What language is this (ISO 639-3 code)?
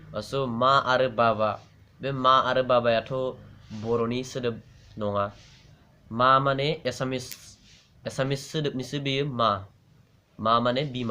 brx